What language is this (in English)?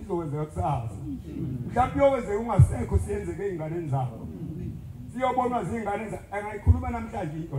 Zulu